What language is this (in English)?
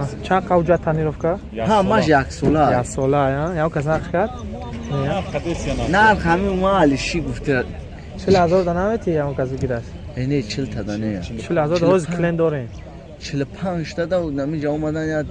Tajik